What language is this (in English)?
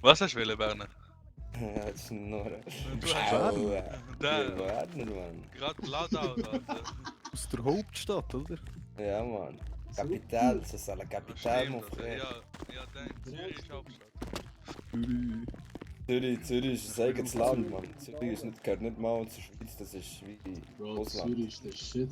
Swiss German